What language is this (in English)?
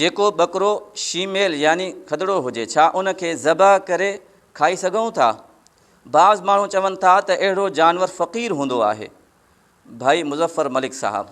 Sindhi